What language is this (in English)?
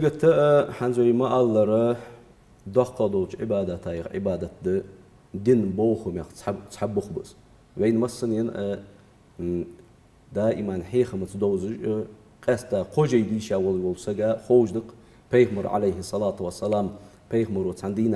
Ingush